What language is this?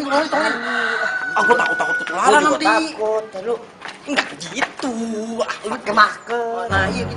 Betawi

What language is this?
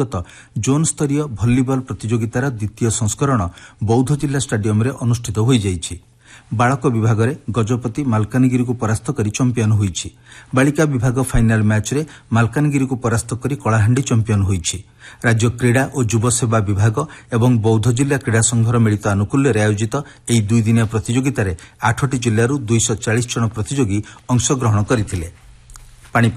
Odia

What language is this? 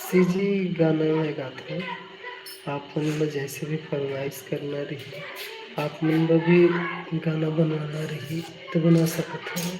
Chhattisgarhi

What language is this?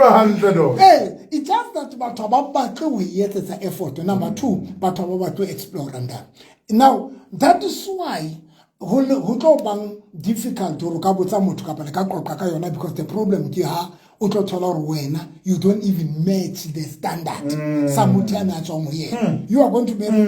Southern Sotho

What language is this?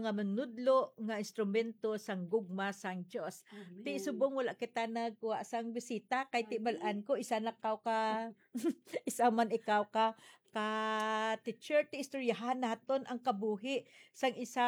Hiligaynon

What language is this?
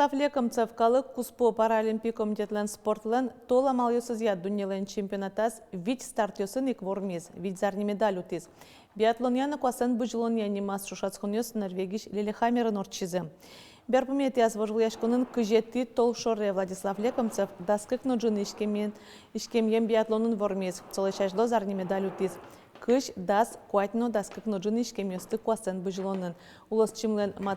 Udmurt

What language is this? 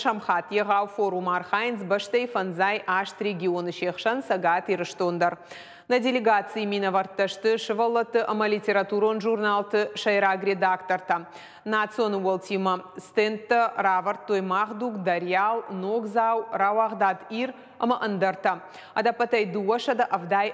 Ossetic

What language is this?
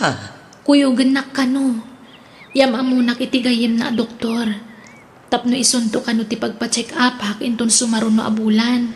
Iloko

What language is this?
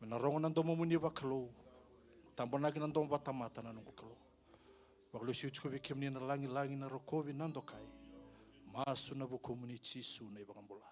Fijian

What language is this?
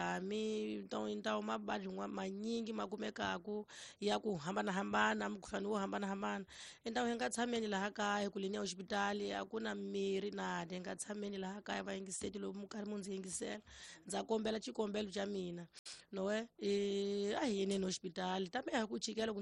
Tsonga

